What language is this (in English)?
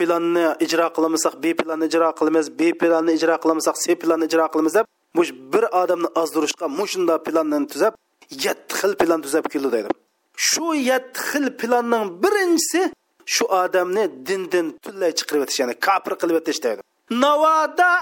Uyghur